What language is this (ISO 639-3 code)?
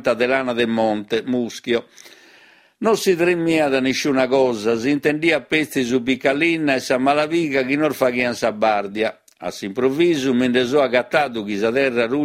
srd